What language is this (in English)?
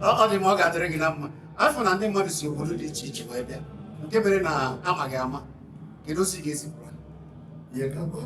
Igbo